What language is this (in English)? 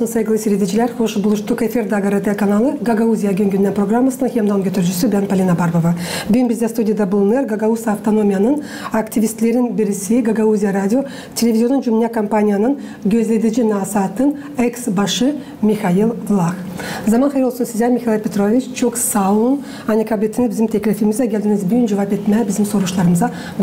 Gagauz